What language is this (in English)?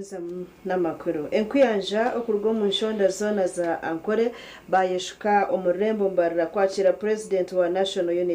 Nyankole